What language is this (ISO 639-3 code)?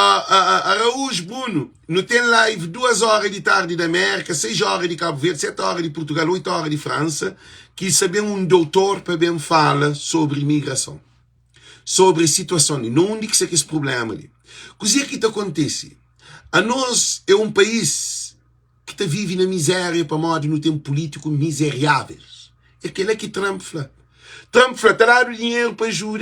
kea